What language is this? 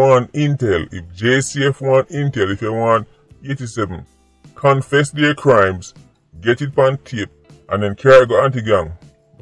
Jamaican Creole English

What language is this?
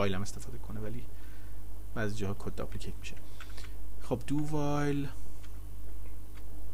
Persian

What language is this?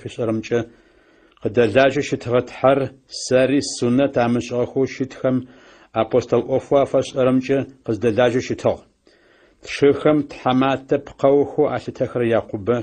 Adyghe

